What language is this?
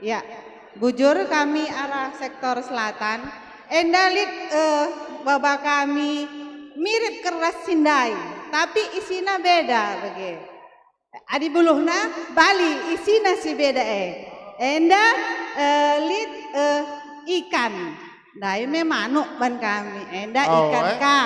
Batak Karo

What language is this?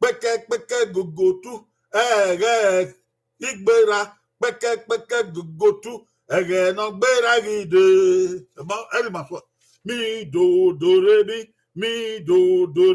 Bini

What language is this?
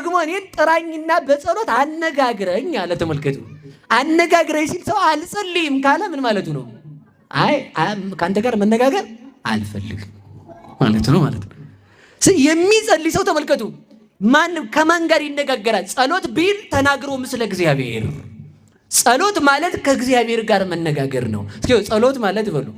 Amharic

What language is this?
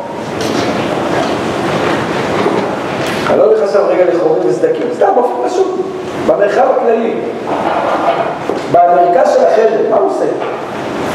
Hebrew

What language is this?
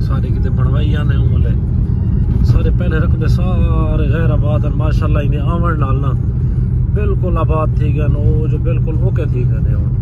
Saraiki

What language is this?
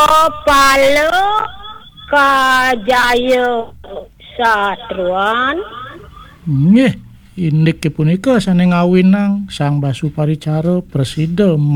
Balinese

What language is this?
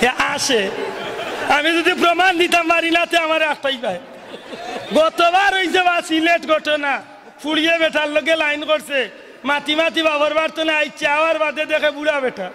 Sylheti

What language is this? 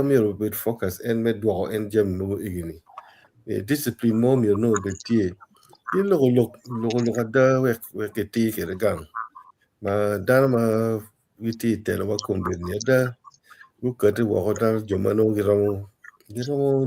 Acoli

